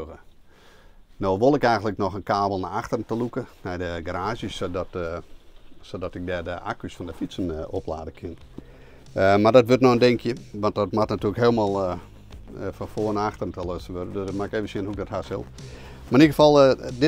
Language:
Western Frisian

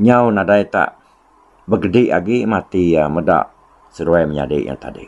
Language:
Iban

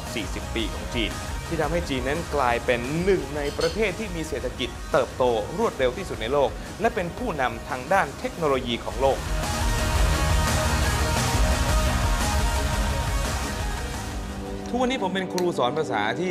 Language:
Thai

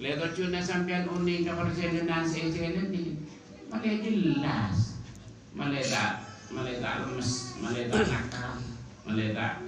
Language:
Madurese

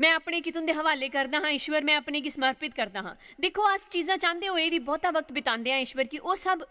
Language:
Dogri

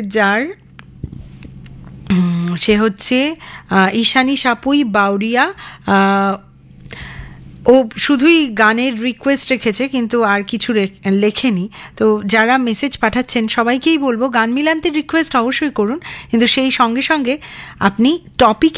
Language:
Bangla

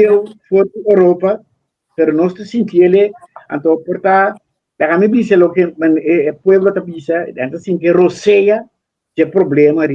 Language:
Papiamento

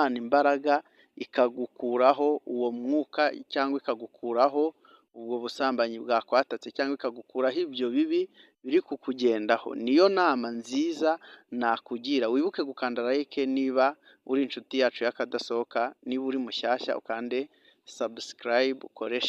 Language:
Kinyarwanda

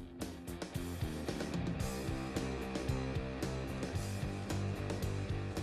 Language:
Spanish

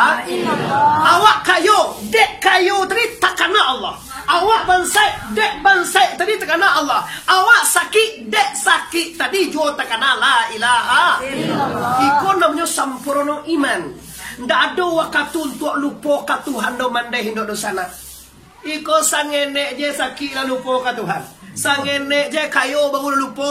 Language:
Minangkabau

